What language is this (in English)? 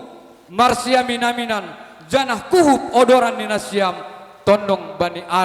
Batak Simalungun